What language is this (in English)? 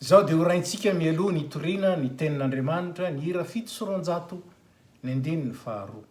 Malagasy